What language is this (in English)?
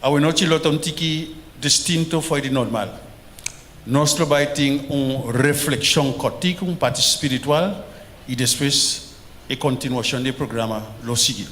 Papiamento